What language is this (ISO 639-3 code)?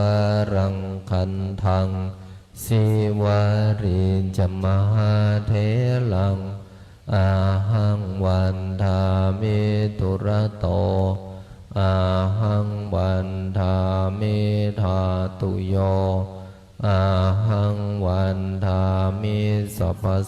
pli